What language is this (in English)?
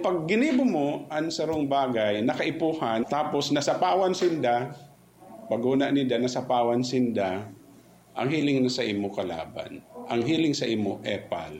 Bikol